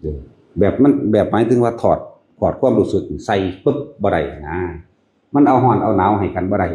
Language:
Northeastern Thai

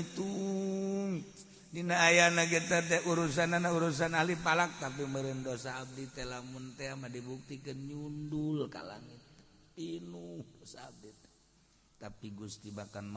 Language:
Sundanese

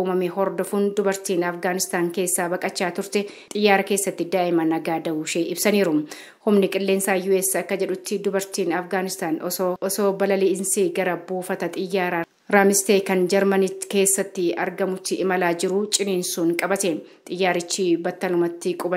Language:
Oromo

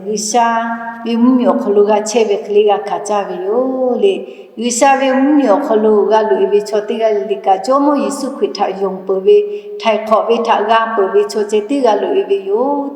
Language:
Lahu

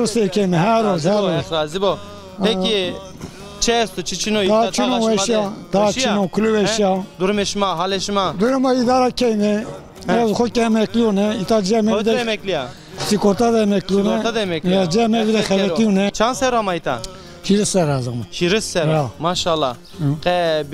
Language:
Zaza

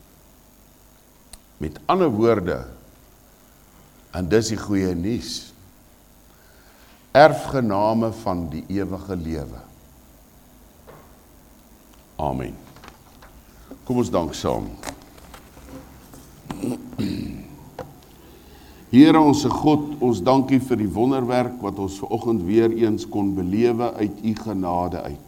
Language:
Afrikaans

